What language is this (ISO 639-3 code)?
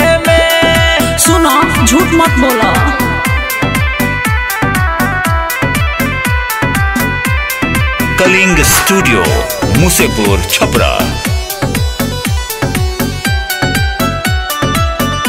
bho